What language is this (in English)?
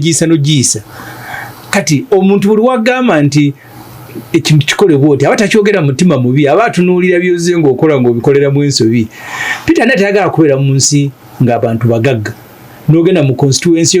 Ganda